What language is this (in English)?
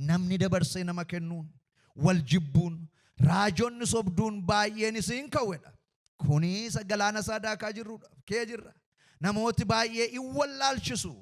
Oromo